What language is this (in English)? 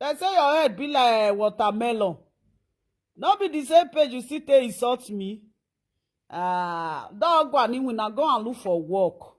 Nigerian Pidgin